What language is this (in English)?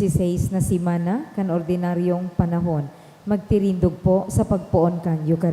Bikol